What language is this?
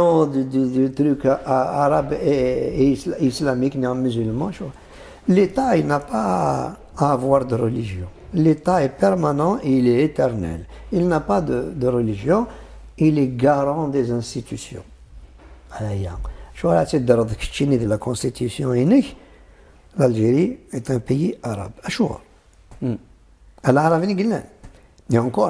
Kabyle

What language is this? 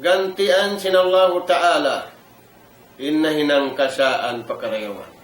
Tausug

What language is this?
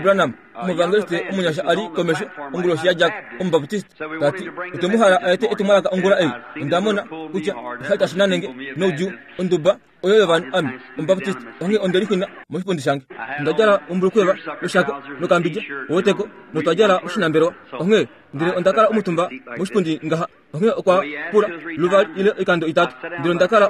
Kuanyama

